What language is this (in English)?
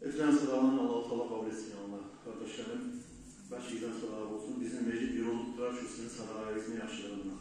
Kumyk